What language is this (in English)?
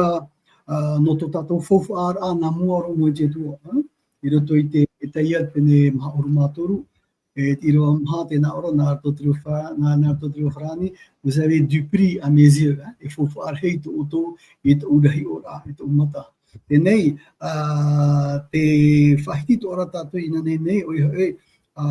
Tahitian